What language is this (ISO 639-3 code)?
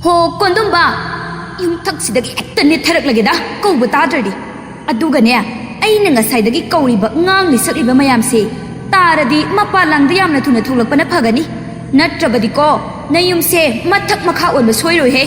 mni